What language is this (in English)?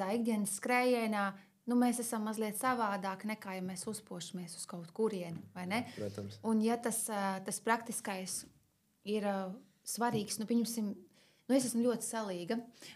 Latvian